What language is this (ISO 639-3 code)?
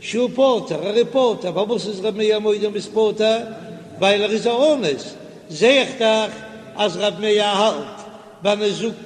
yid